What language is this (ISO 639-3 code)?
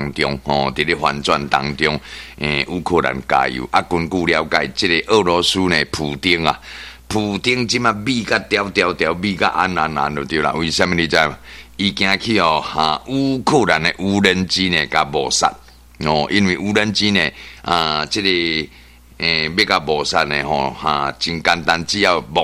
nan